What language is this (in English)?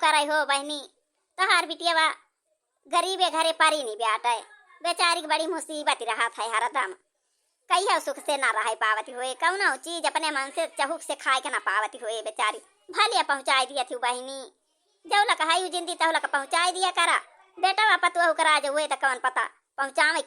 Awadhi